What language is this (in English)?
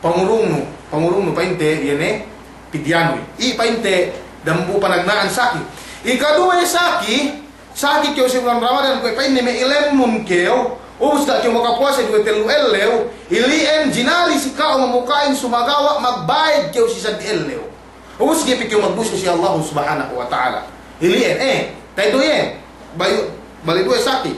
Yakan